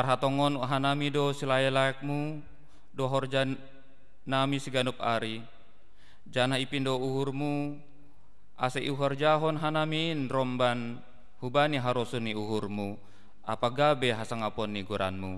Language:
Batak Simalungun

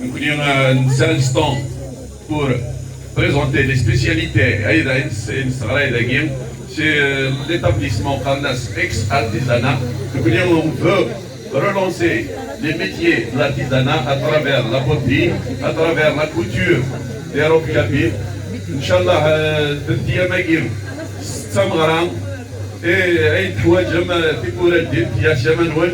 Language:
Kabyle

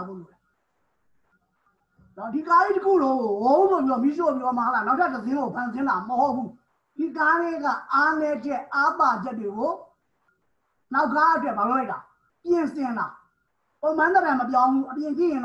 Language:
Burmese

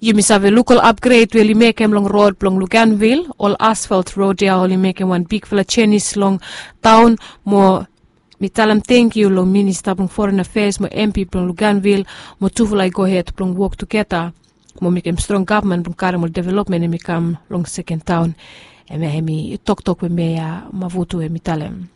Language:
Bislama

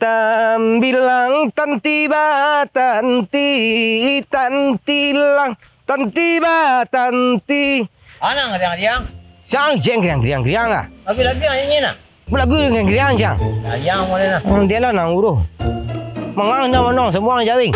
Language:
Minangkabau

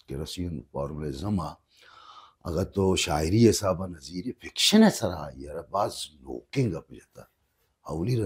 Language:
Baluchi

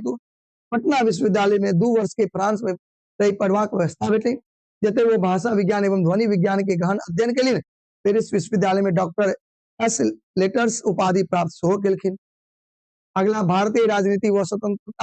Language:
Maithili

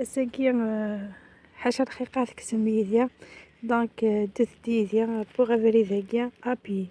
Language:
Kabyle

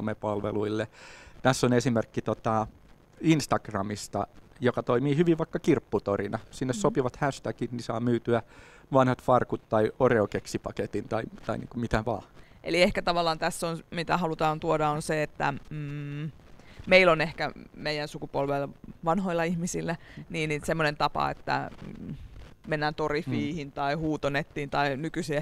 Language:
Finnish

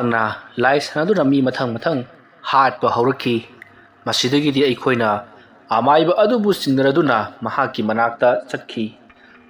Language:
Manipuri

